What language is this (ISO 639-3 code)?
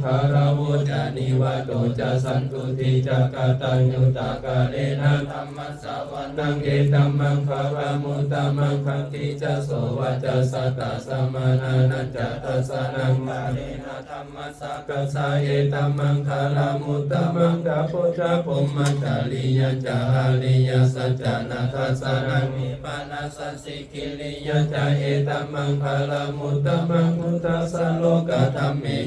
pli